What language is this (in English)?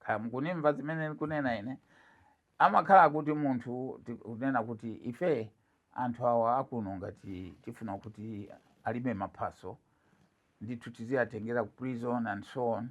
Nyanja